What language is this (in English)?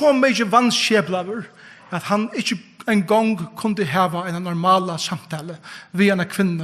Faroese